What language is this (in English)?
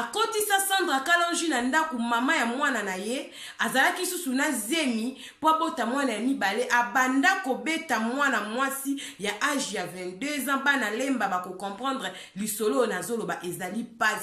Lingala